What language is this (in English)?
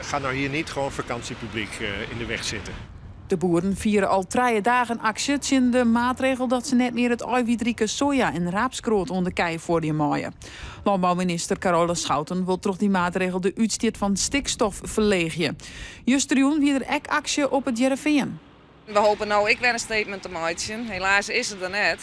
Western Frisian